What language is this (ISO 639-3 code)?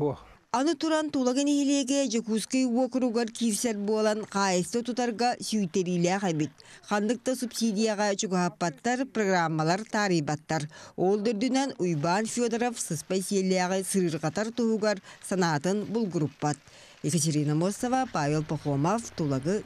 sah